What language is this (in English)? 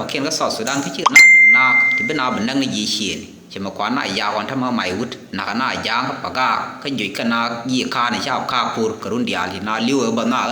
Nuer